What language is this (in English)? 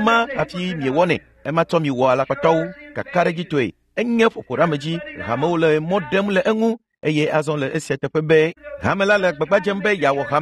Ewe